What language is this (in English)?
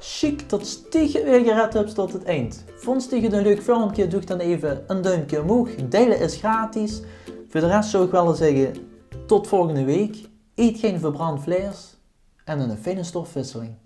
Limburgish